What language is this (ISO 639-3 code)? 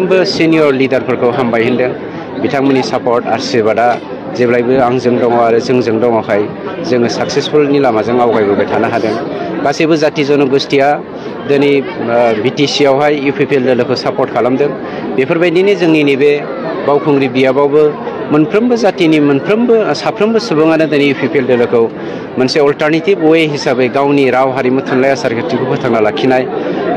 brx